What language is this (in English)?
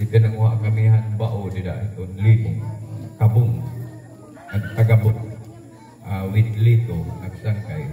Waray